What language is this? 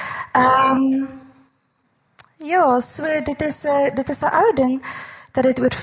Afrikaans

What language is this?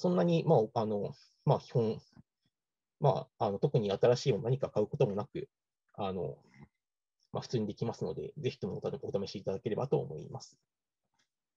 Japanese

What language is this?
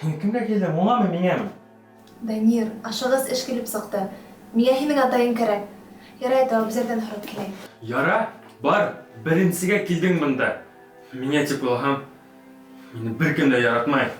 Bashkir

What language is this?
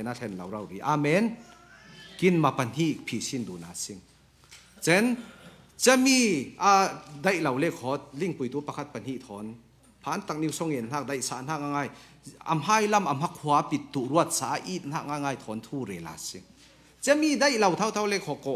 Falam Chin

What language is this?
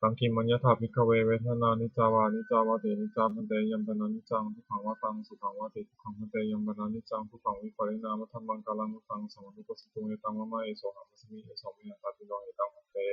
Pali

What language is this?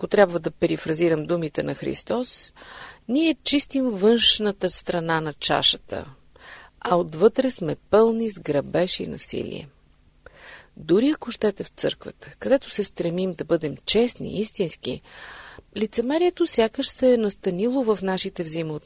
Bulgarian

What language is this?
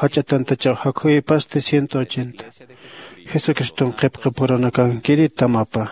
Aymara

